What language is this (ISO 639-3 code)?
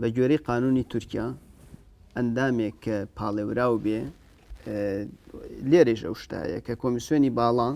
ckb